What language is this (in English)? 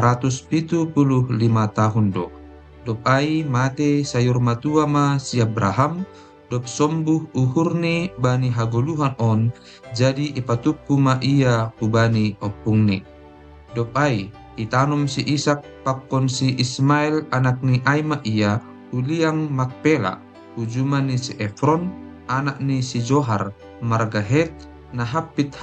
Batak Simalungun